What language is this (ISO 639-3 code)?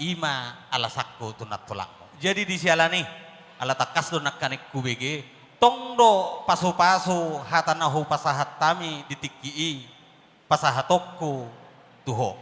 bbc